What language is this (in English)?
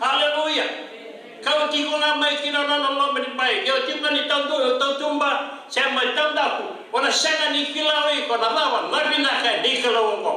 Fijian